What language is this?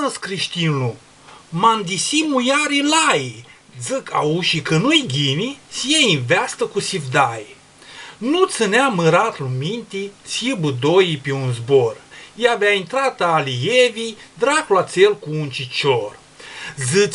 Aromanian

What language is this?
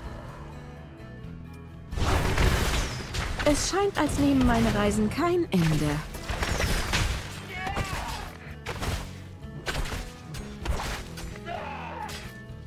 German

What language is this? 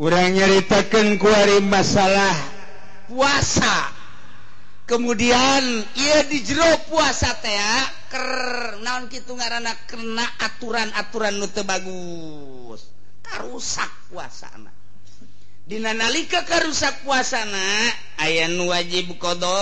Sundanese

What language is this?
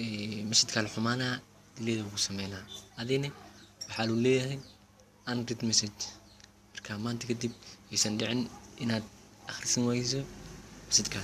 Somali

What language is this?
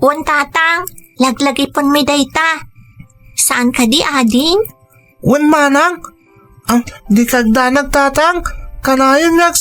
Iloko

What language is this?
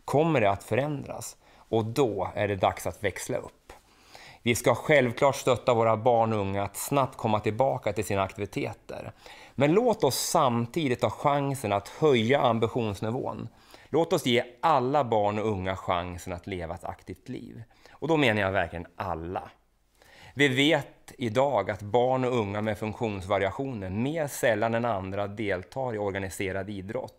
Swedish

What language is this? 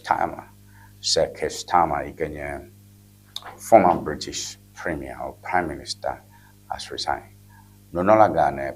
Ewe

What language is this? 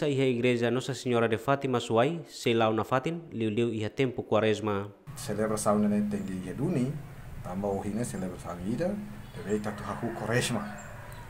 Tetum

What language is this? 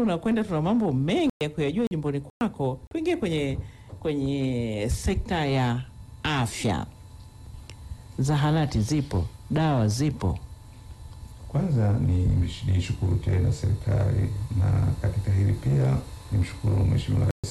Swahili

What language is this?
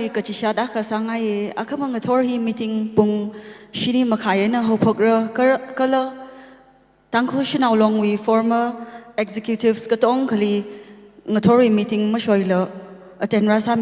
Tangkhul Naga (India)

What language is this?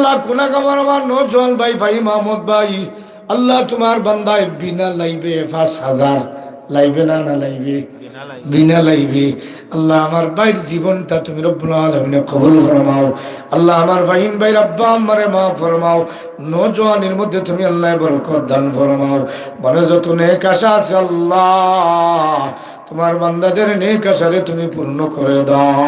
Sylheti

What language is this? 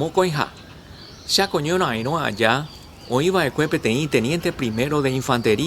Guarani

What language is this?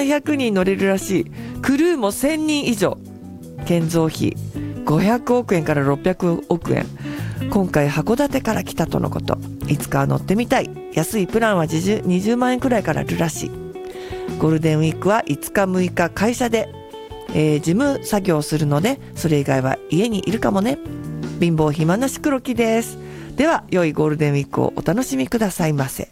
Japanese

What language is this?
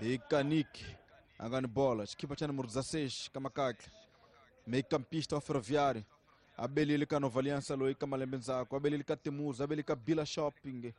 Tsonga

